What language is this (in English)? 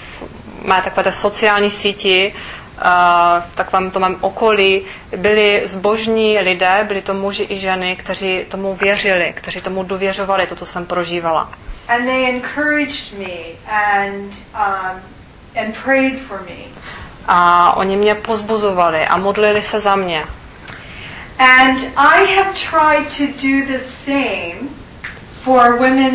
Czech